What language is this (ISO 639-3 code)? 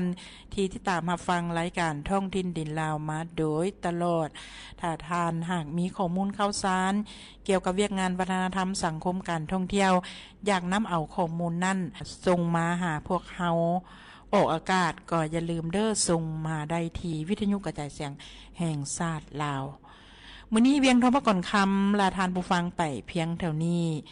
lao